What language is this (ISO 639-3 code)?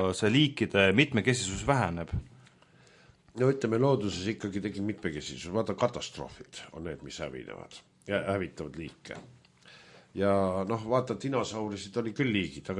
est